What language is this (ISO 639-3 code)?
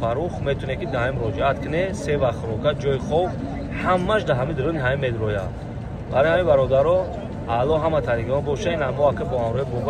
tgk